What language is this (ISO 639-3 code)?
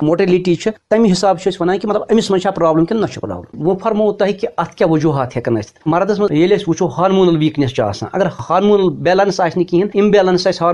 kas